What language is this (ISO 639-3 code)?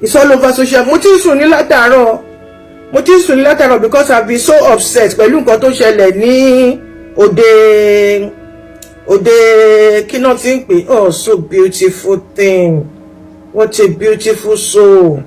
yor